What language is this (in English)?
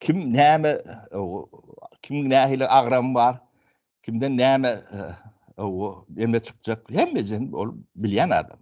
Turkmen